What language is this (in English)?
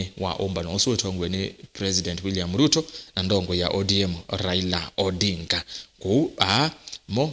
Kamba